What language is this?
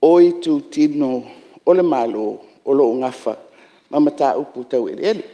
Samoan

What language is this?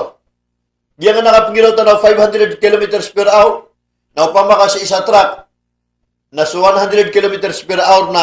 Maranao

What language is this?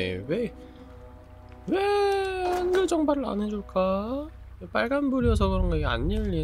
Korean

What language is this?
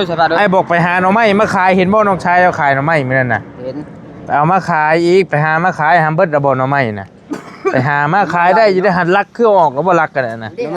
Northeastern Thai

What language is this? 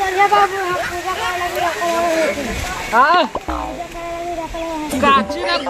Magahi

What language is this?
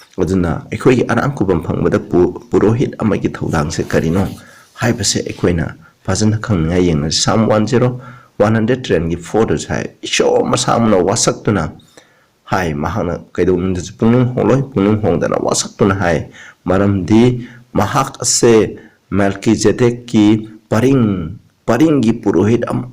Manipuri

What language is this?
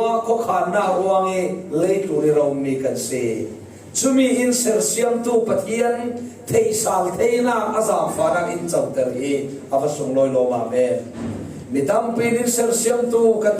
Falam Chin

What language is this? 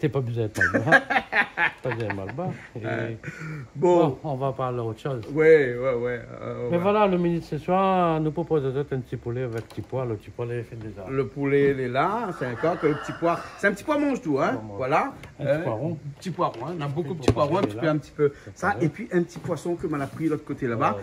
Réunion Creole French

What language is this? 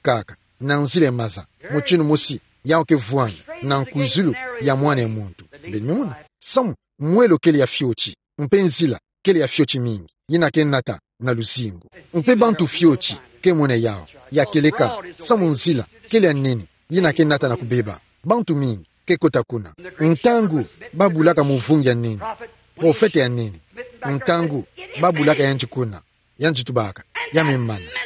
Kituba (Democratic Republic of Congo)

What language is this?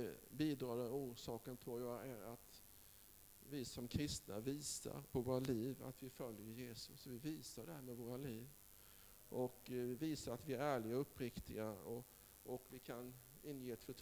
Swedish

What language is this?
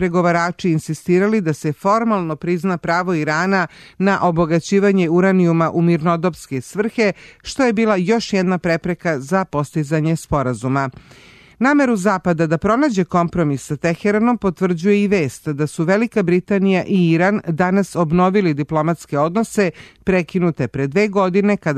Serbian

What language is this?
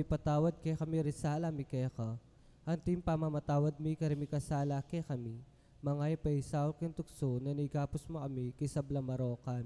Pampanga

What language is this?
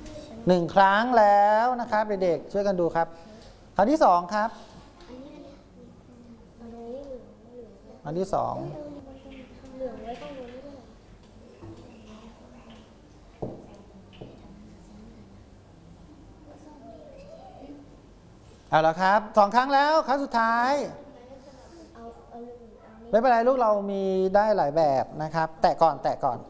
Thai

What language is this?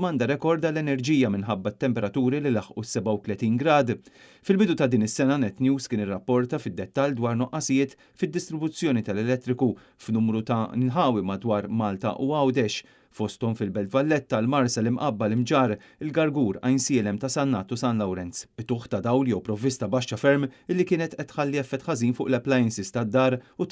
Maltese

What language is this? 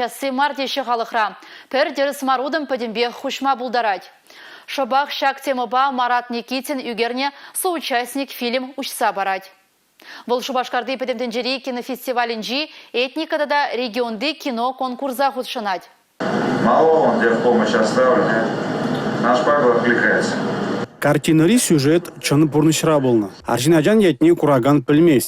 Chuvash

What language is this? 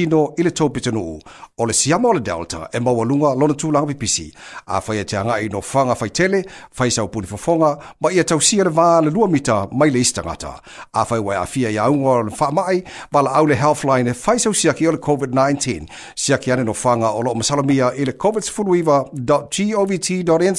Samoan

